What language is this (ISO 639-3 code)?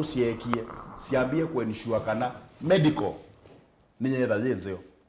kam